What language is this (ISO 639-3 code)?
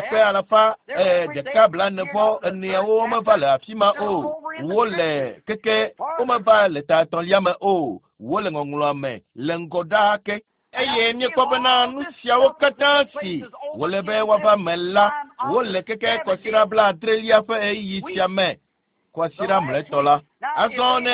ewe